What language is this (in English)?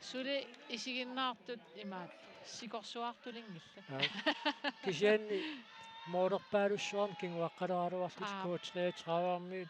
Kalaallisut